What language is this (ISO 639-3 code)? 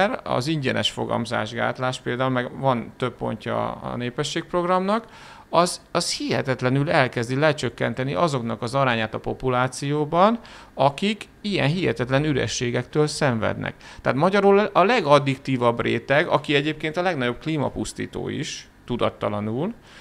hun